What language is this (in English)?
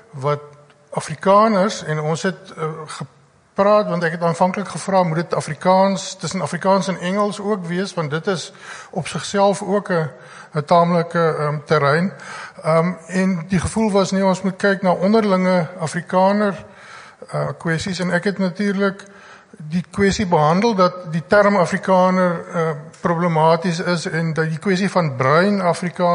Afrikaans